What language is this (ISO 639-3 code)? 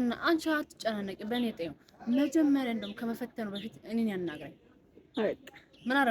amh